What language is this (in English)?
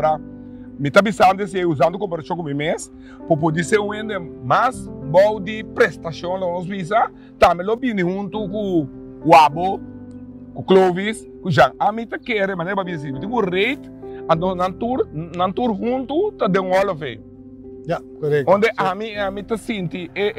Papiamento